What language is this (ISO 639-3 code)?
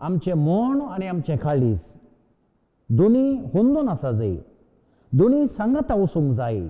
kok